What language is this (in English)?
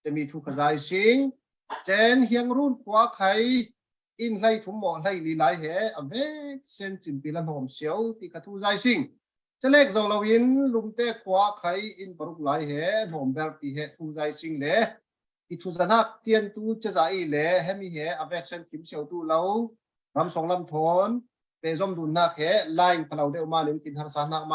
Falam Chin